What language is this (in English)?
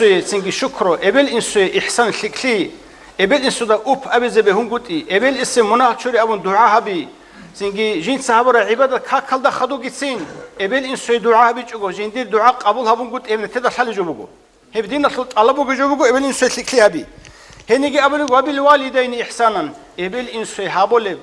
Avaric